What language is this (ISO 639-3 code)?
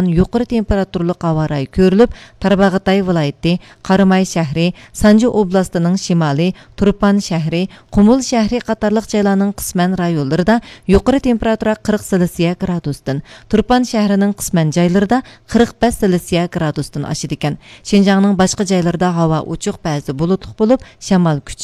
uig